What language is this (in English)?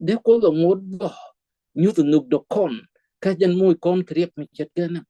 Nuer